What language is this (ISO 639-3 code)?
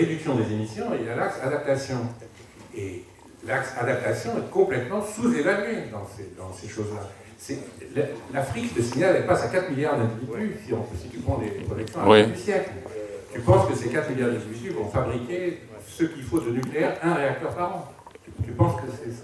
fra